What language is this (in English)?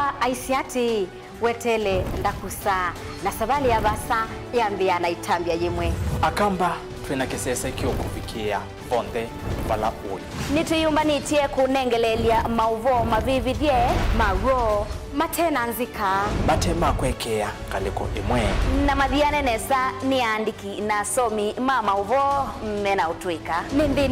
Kamba